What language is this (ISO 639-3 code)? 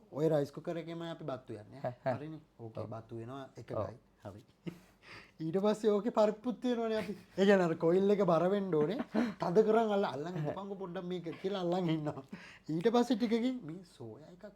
sin